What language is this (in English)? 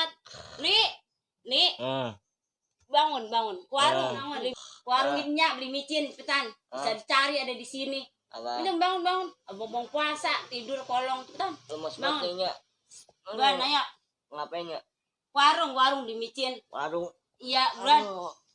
Betawi